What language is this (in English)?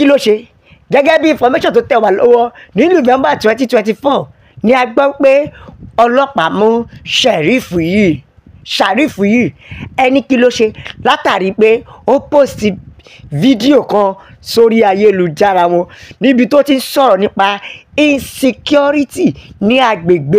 Yoruba